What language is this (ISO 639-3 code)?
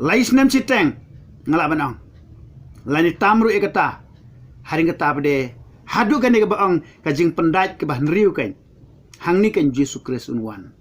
kha